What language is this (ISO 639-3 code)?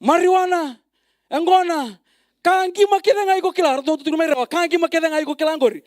fij